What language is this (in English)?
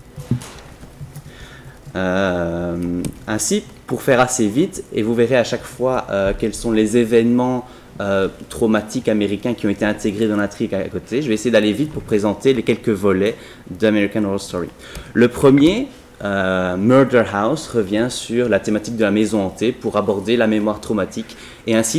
French